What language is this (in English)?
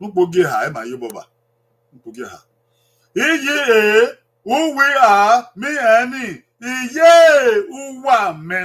Bini